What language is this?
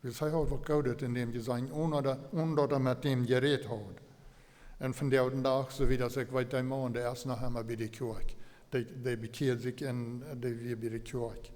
Plautdietsch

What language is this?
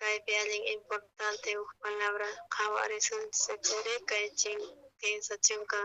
South Bolivian Quechua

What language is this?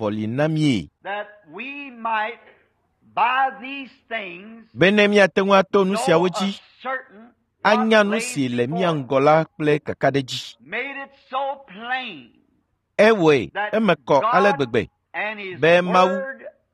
Ewe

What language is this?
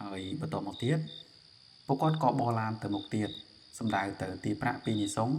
Khmer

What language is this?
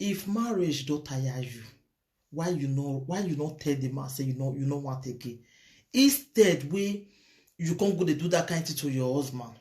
Nigerian Pidgin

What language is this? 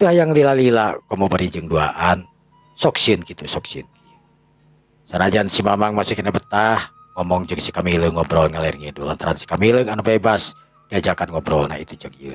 Sundanese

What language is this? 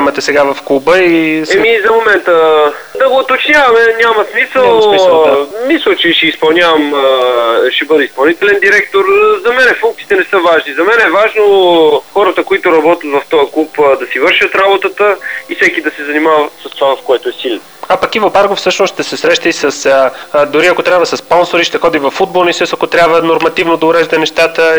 Bulgarian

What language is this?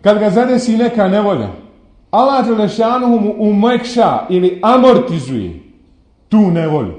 Bosnian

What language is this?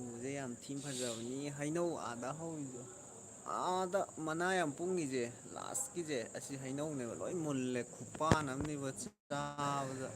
Manipuri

